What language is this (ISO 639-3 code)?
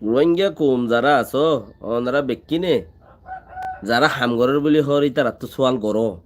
rhg